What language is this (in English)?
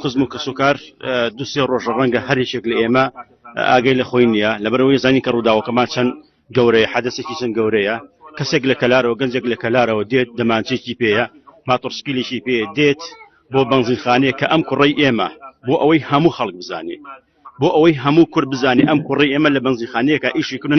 Central Kurdish